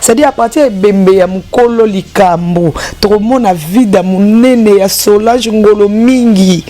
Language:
Lingala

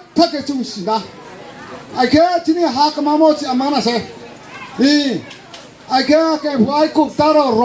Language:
Riang (India)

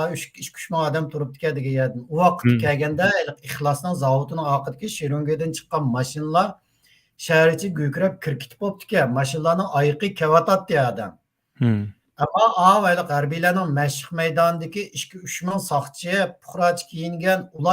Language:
Uyghur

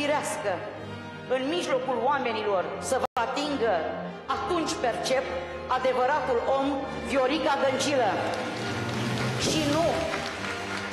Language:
Romanian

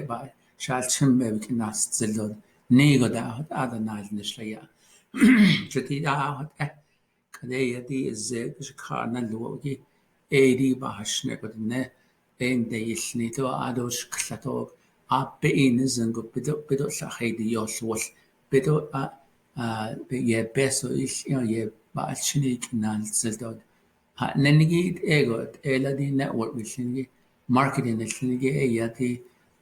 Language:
Navajo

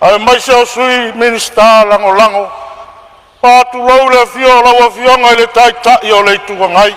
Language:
Samoan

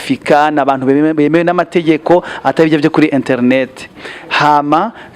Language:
Rundi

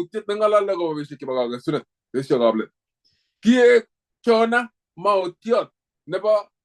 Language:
Kalenjin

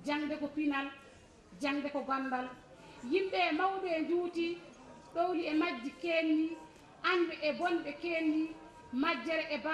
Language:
Fula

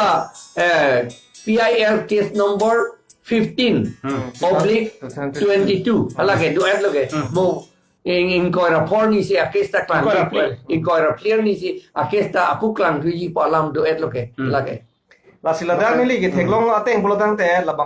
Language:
Karbi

